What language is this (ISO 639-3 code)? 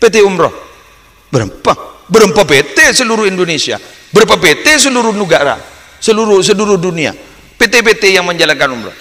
mad